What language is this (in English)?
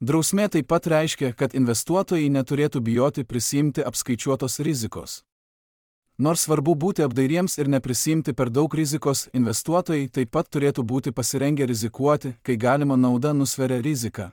Lithuanian